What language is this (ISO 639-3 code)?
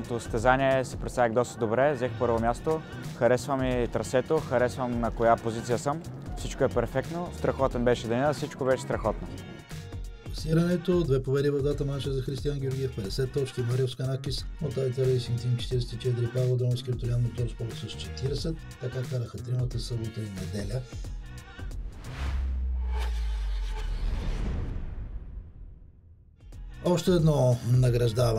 bul